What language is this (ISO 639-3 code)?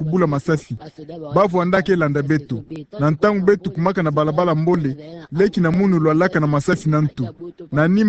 ktu